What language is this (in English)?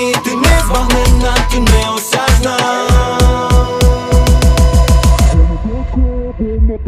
Ukrainian